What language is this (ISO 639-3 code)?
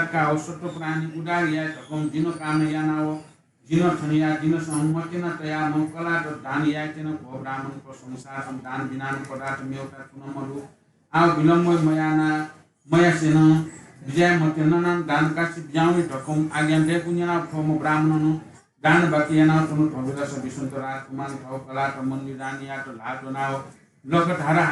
new